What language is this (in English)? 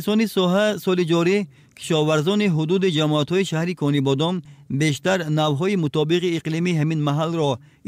Tajik